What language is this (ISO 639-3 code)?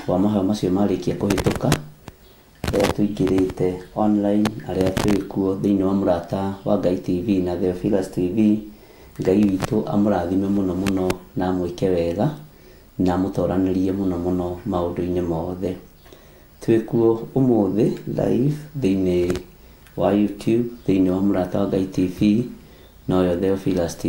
kik